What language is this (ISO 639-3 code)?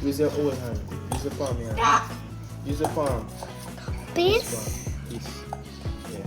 jam